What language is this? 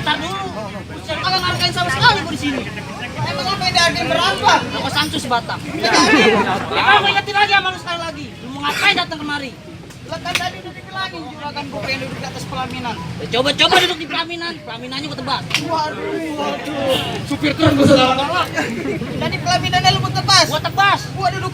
Betawi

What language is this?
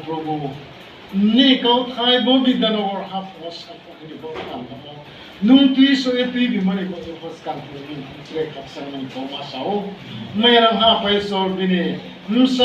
Riang (India)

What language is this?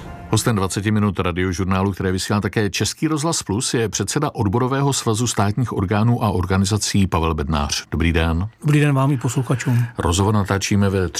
Czech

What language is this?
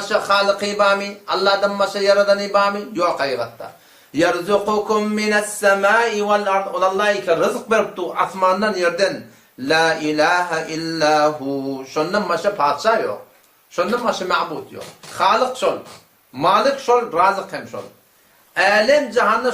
Turkmen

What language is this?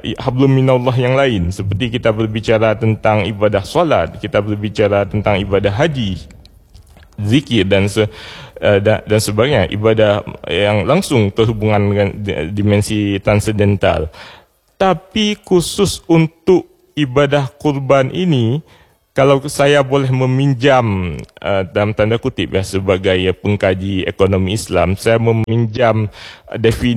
Indonesian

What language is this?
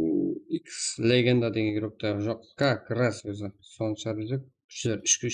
Kara-Kalpak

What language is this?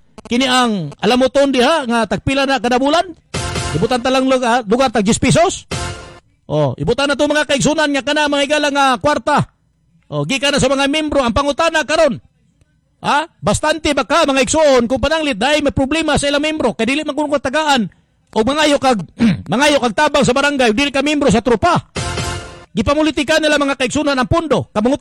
Cebuano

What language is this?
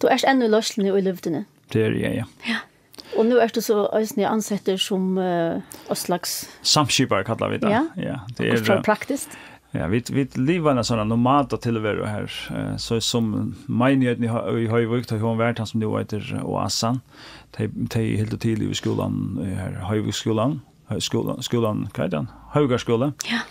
Faroese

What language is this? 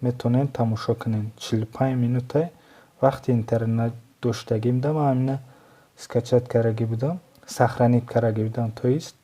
Tajik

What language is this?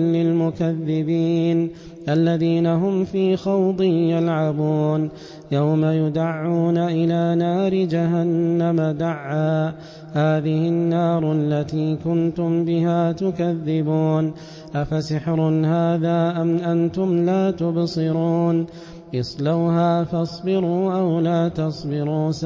Arabic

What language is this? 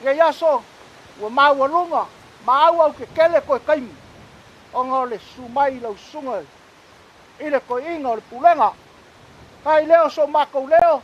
Samoan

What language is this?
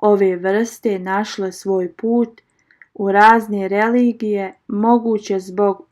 Bosnian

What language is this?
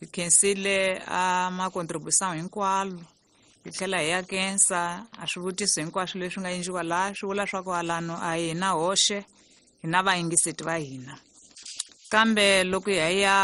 Tsonga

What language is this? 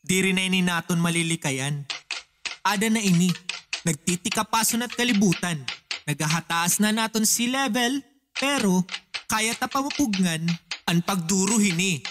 Waray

